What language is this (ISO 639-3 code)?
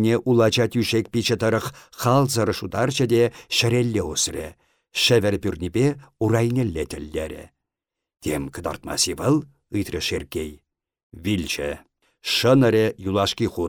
chv